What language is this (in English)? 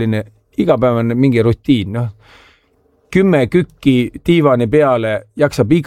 Estonian